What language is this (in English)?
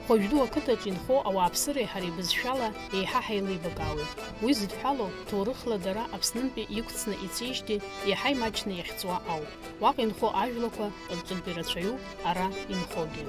Abkhazian